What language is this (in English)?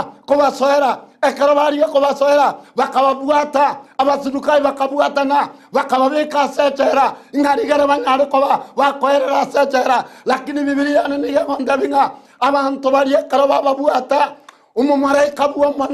Gusii